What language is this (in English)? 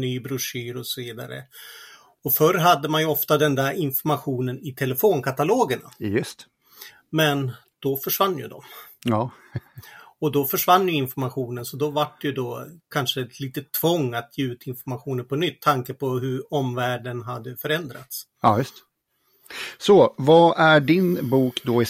Swedish